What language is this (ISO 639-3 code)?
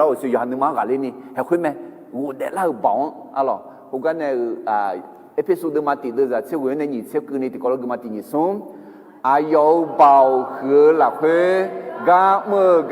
ahk